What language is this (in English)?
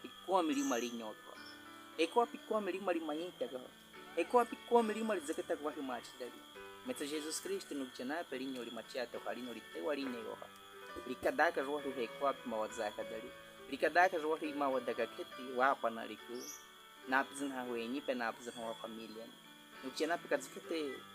Baniwa